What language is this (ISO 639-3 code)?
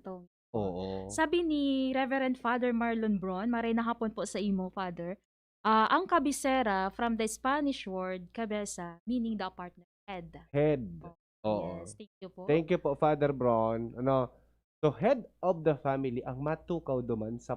bik